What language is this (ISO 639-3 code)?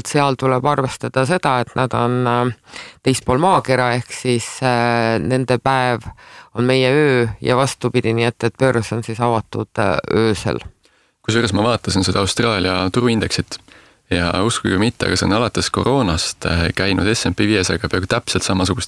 est